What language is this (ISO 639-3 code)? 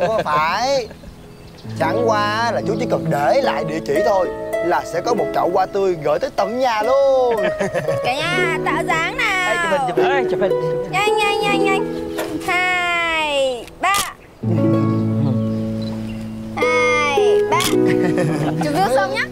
vie